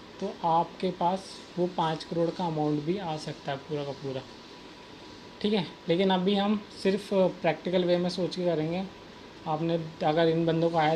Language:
Hindi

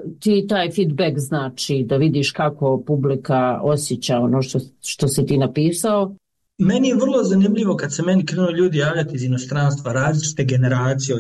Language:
Croatian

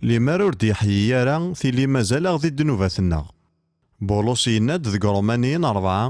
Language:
Kabyle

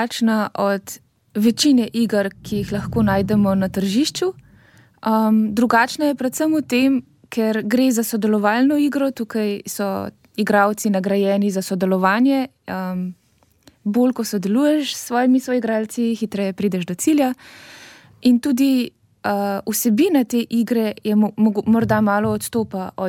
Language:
Slovenian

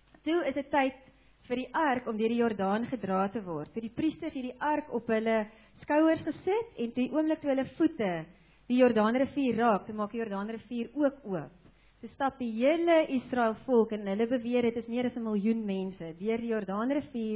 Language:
Afrikaans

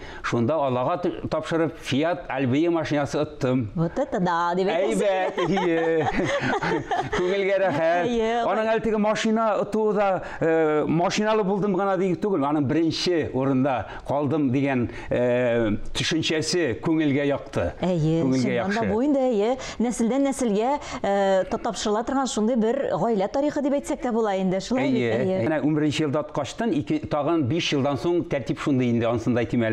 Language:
Tatar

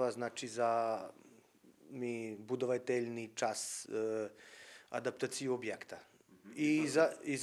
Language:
Rusyn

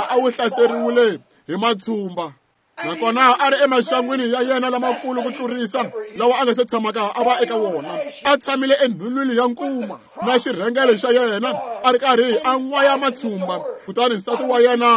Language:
Tsonga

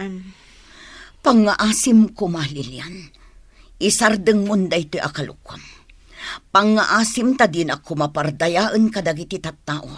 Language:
Iloko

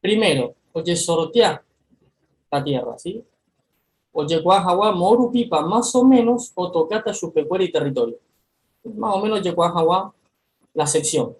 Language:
Guarani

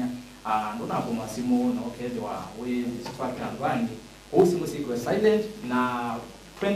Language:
Kamba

